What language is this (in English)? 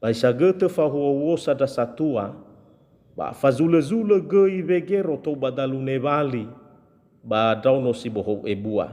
Nias